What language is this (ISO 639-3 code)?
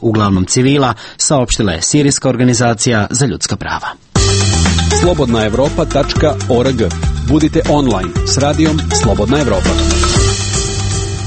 srp